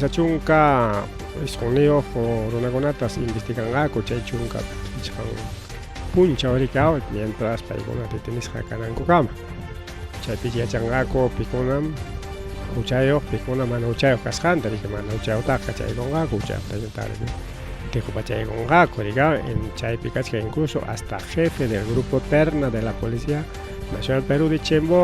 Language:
Ayacucho Quechua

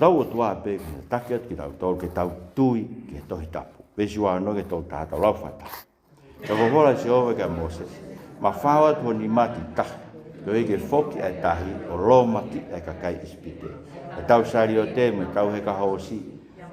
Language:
Tongan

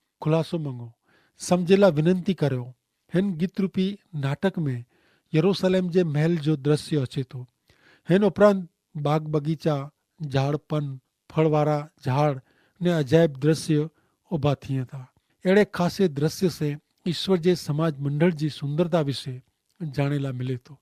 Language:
Kachhi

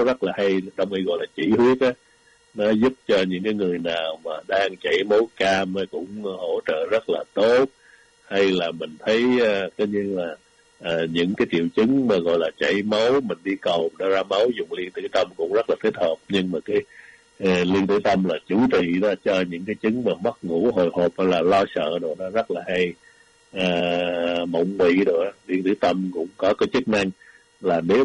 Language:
Vietnamese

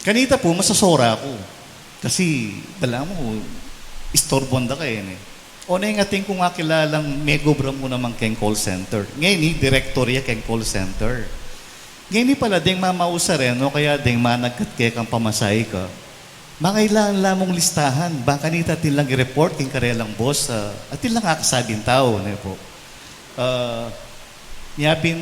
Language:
Pampanga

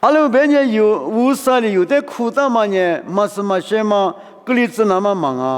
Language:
Lisu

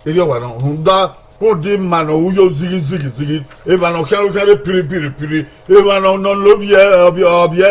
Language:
Bini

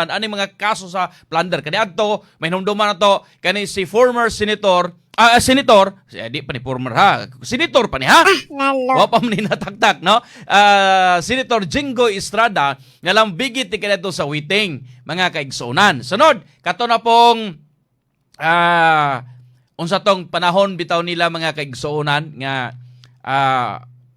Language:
Cebuano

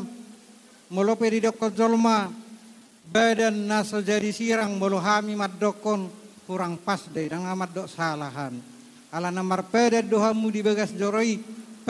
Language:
Batak Toba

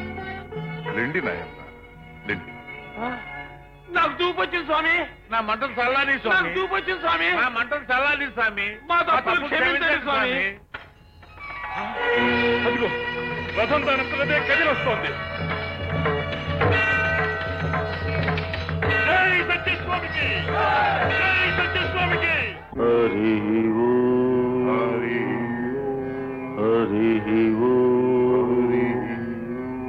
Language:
Telugu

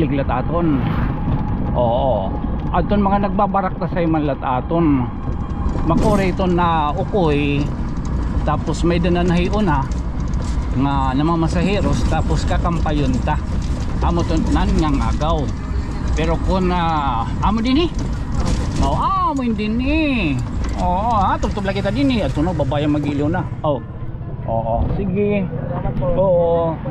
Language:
Waray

